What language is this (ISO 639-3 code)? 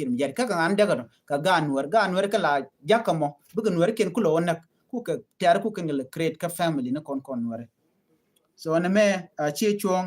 nus